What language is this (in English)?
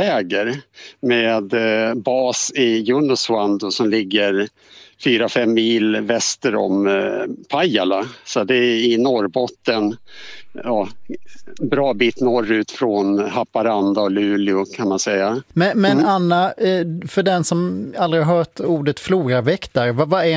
Swedish